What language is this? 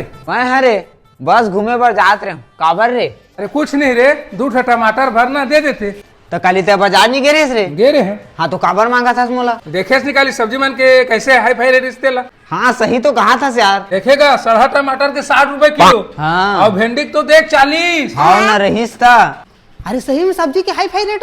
Chhattisgarhi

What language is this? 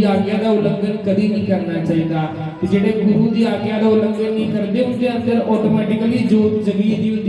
Dogri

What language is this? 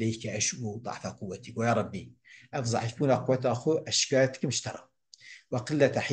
Kurdish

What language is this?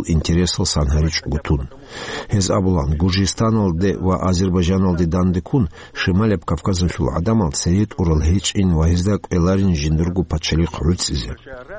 Avaric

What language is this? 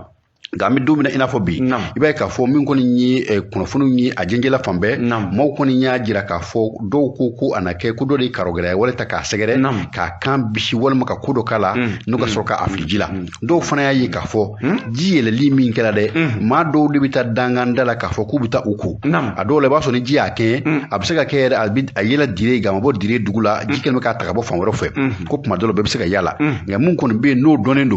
Bambara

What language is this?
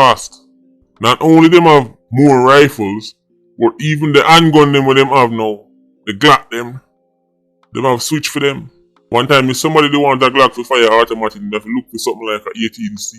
Jamaican Creole English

